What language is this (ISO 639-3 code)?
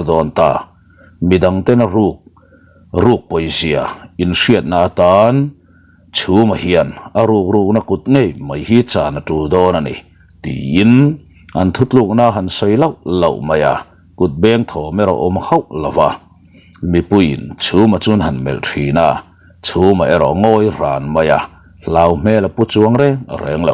lus